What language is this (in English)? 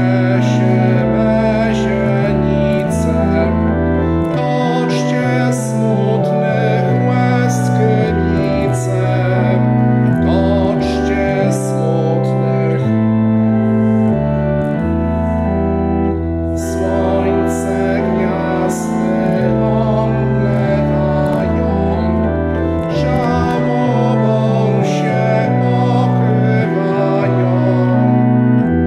Polish